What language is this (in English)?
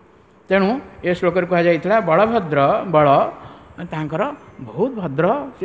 Odia